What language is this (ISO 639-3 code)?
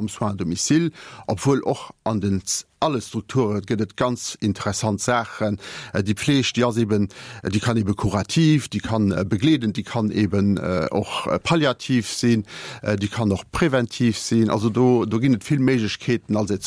ltz